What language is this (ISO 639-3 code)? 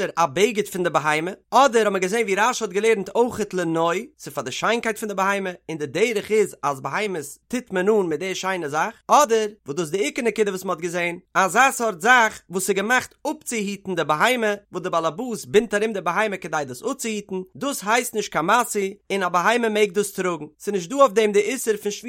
yid